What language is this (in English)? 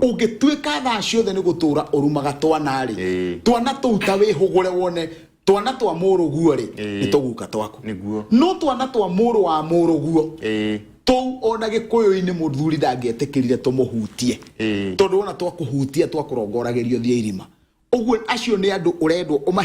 Kikuyu